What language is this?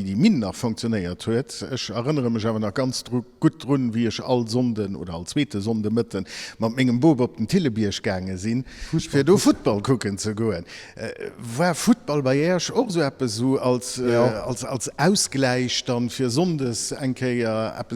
Luxembourgish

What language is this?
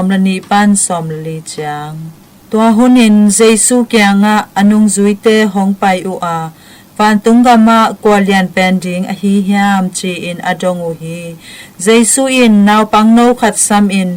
Tedim Chin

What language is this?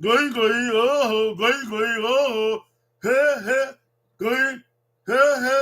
Bini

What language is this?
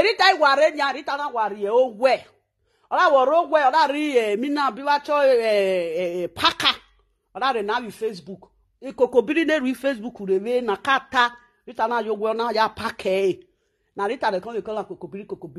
Nigerian Pidgin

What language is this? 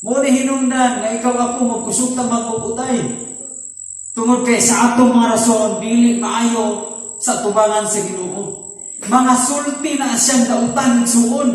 Cebuano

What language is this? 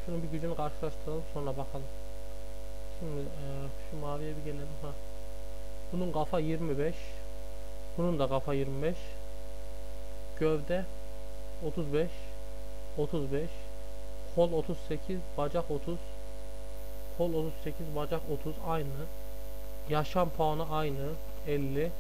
Turkish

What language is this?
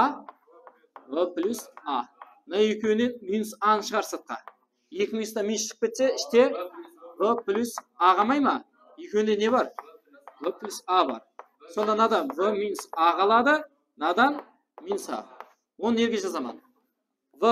Kara-Kalpak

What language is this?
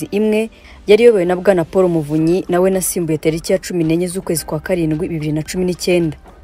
Kinyarwanda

